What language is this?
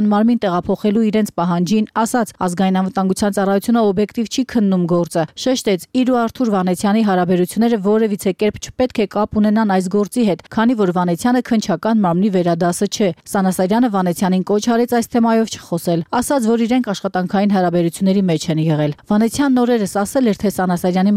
Armenian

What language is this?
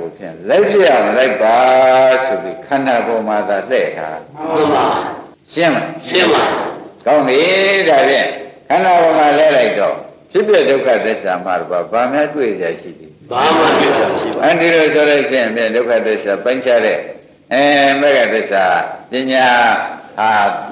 Burmese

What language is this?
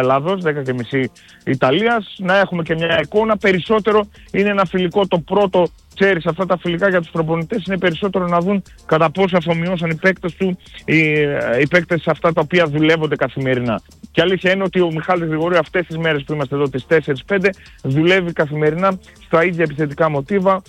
Greek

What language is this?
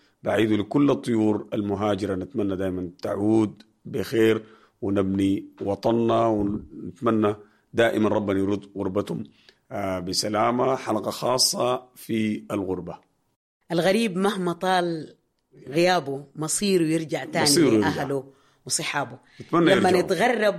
Sudanese Arabic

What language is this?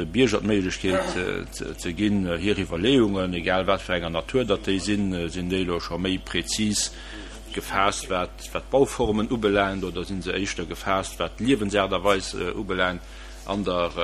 Luxembourgish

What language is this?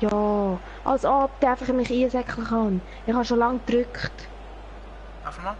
Swiss German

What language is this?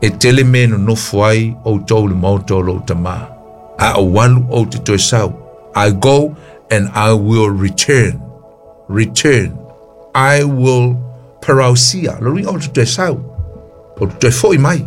Samoan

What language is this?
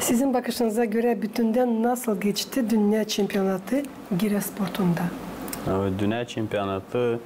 Gagauz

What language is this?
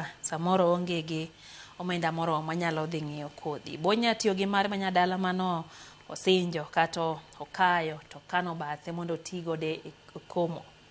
Luo (Kenya and Tanzania)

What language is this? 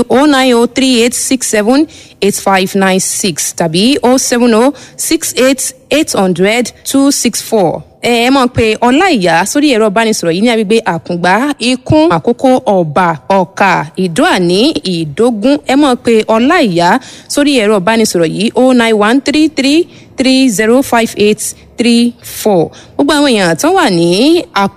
Yoruba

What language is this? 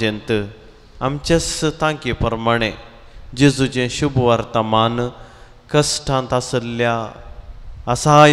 Konkani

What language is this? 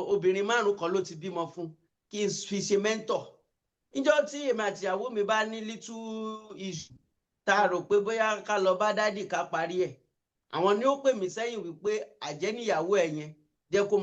Yoruba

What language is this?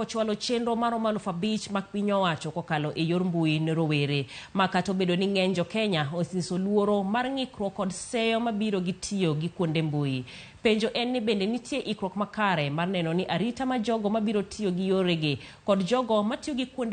Luo (Kenya and Tanzania)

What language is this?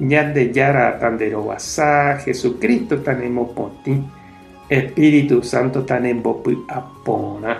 Guarani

